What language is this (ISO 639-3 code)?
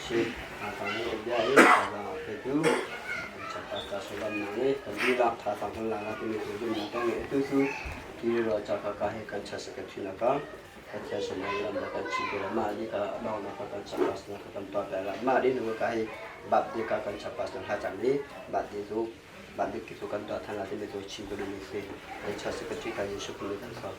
cnh